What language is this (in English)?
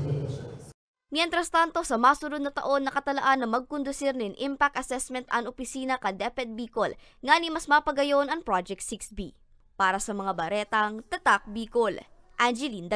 Bikol